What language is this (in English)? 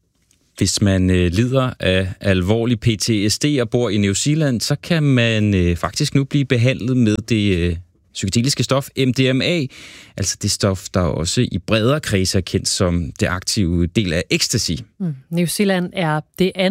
Danish